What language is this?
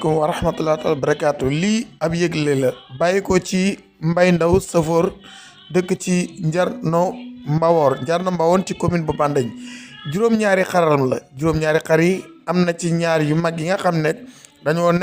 Wolof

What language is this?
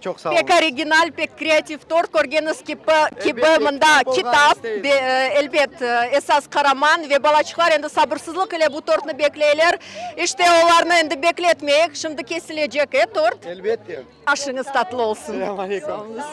Crimean Tatar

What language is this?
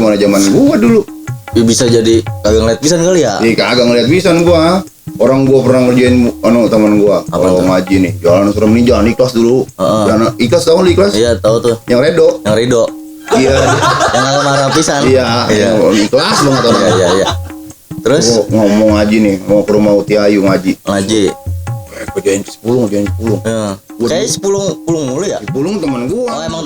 Betawi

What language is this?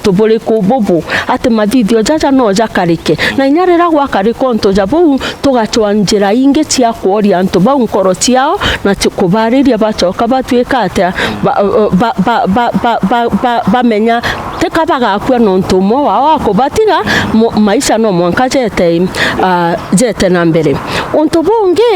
Meru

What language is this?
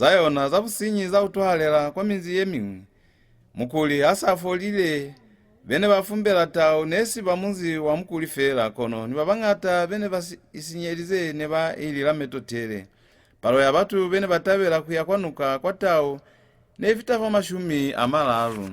Lozi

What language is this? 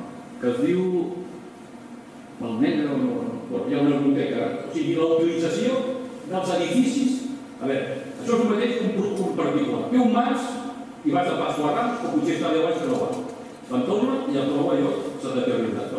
Catalan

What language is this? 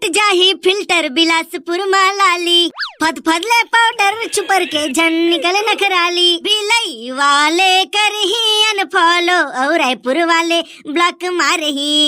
Chhattisgarhi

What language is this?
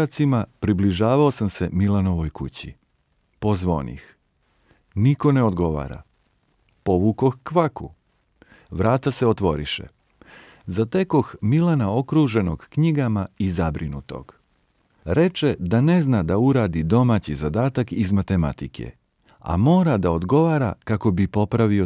Serbian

